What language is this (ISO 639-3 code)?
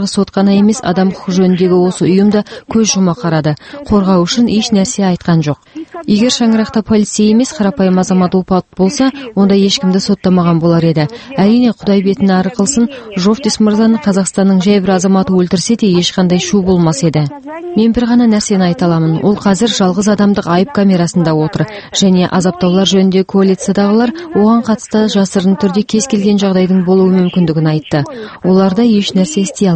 kaz